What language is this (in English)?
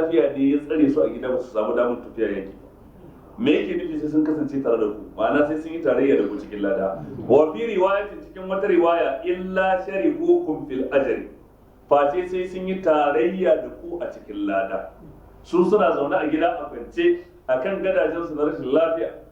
Hausa